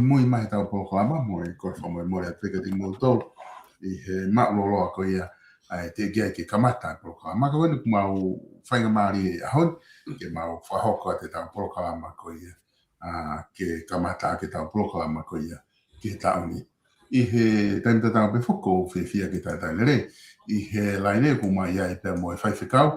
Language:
Tongan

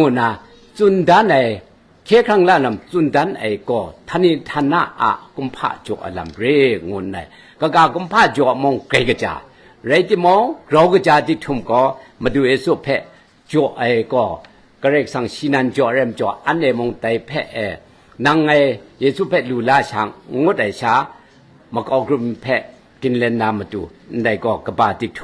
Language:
Kachin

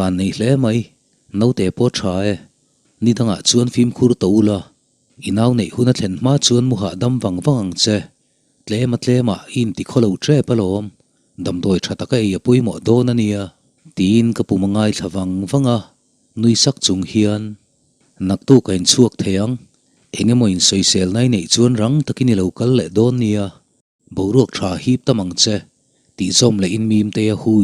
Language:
Mizo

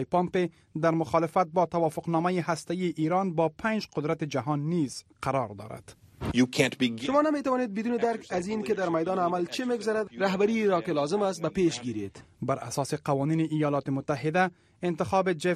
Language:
Persian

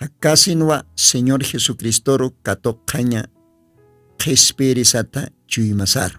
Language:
Aymara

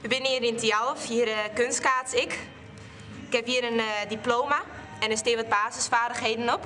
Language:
Western Frisian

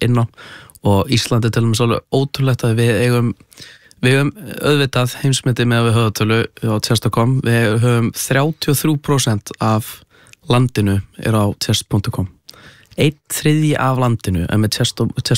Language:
Icelandic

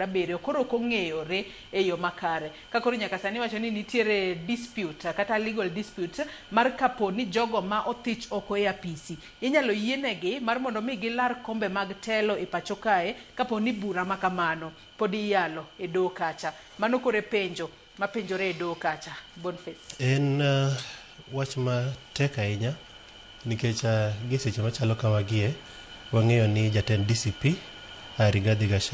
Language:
Luo (Kenya and Tanzania)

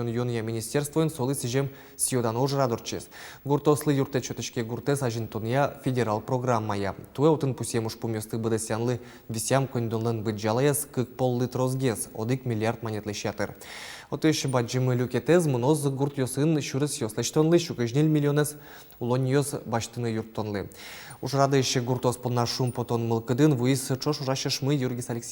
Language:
Udmurt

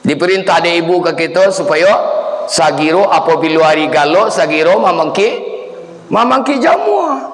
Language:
Minangkabau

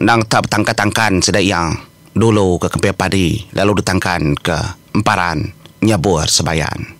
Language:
Iban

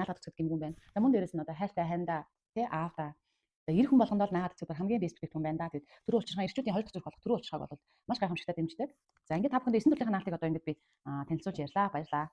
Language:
Mongolian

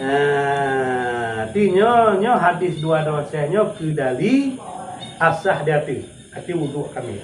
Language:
Achinese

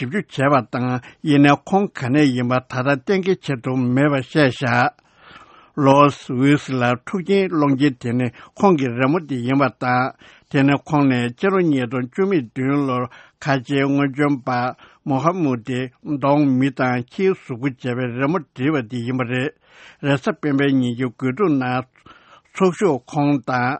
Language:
Tibetan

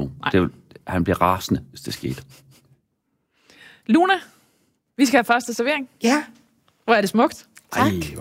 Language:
Danish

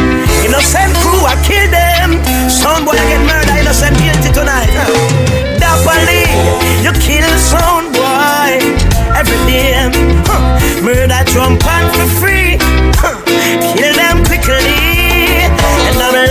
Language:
Jamaican Creole English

